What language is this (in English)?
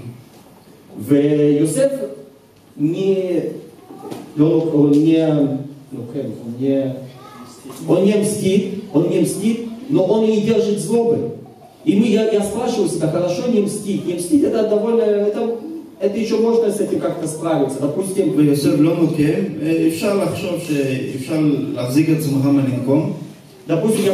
Russian